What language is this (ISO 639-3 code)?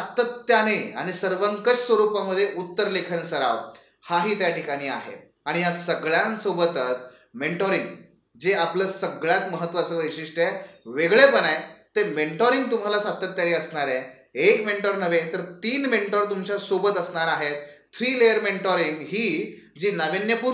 mar